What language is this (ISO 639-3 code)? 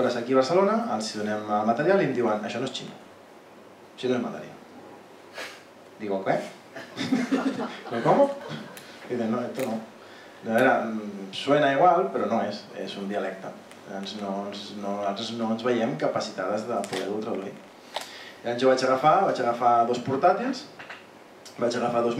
cat